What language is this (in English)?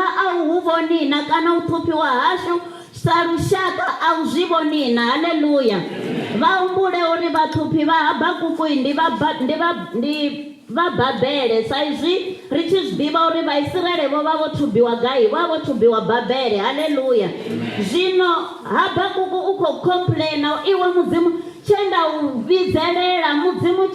Venda